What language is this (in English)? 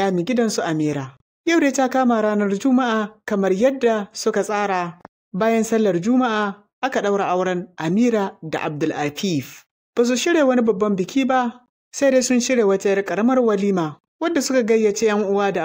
Hausa